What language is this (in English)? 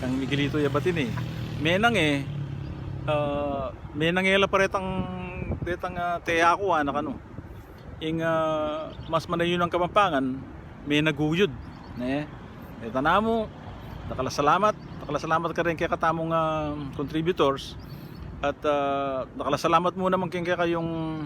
Pampanga